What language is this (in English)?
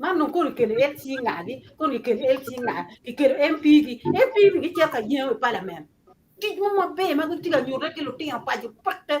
Acoli